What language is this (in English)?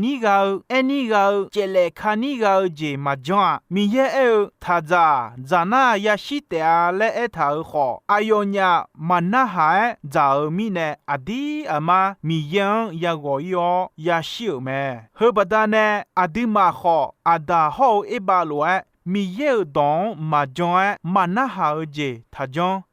Akha